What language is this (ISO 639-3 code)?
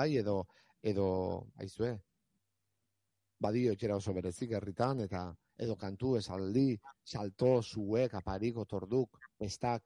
eus